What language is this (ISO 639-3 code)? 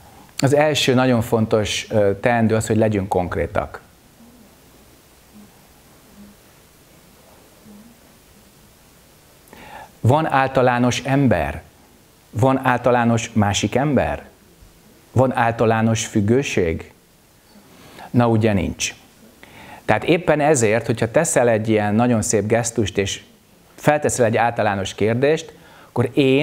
hun